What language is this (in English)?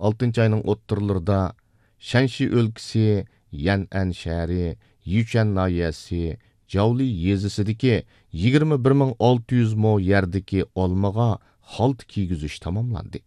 Uyghur